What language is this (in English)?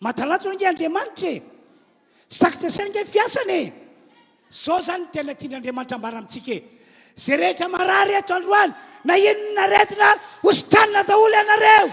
Malagasy